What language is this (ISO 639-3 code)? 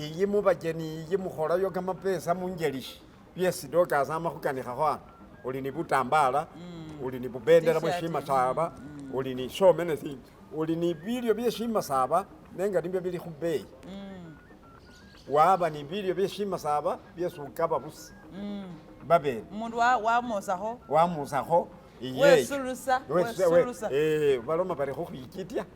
myx